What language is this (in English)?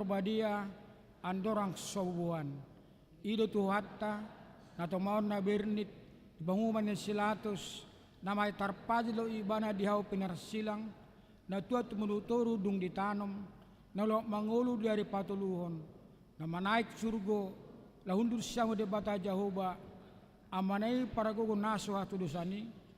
Batak Toba